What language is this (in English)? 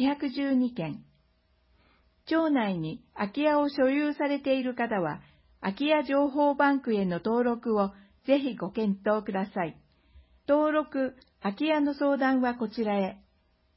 Japanese